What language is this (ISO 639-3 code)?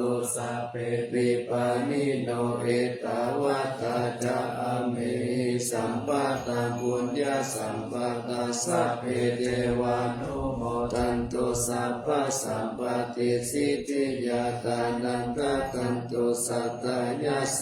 pli